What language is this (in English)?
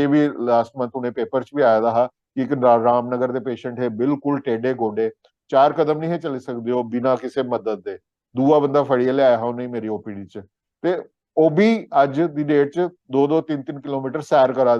Dogri